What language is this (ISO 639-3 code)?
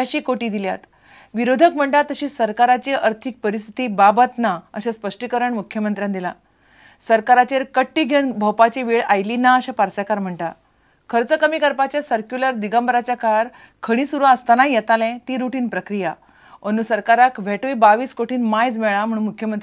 kok